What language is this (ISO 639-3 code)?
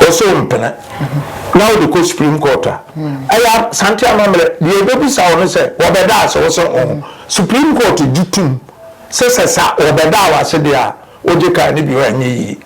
aka